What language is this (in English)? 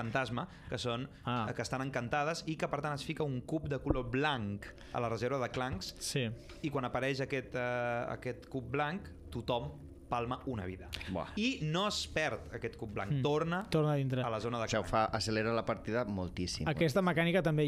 Catalan